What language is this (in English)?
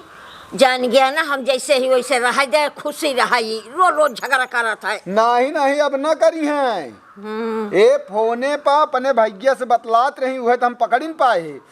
Awadhi